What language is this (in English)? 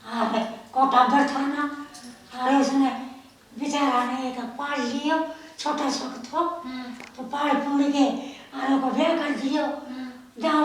Haryanvi